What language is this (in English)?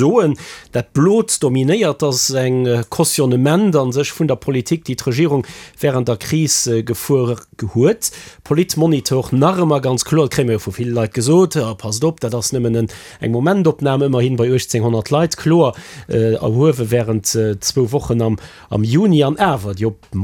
Luxembourgish